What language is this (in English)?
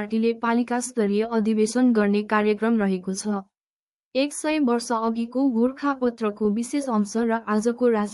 Nepali